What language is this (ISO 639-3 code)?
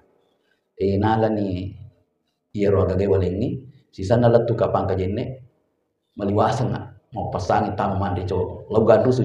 bug